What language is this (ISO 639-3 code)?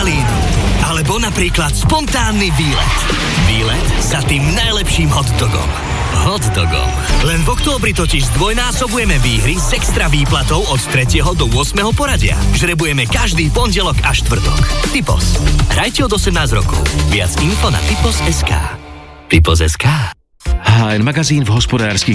slk